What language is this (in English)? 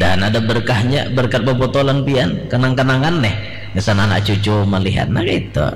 Banjar